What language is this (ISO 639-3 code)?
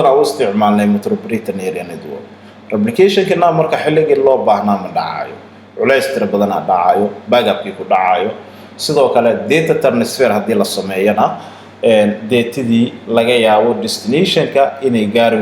som